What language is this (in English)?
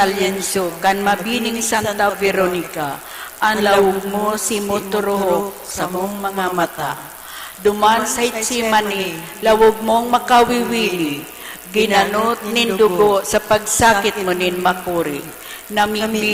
Bikol